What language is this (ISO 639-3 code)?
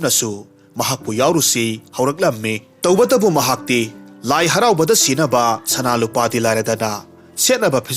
mni